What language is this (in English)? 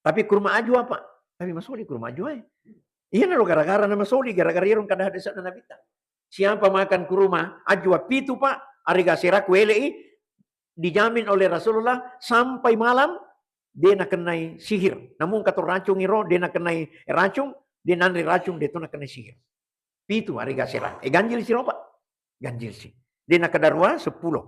Buginese